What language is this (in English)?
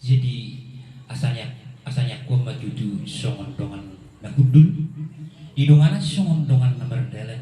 Batak Toba